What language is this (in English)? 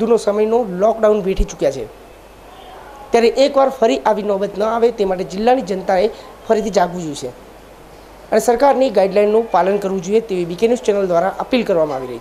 Gujarati